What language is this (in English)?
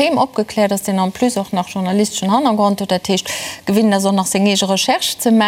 Luxembourgish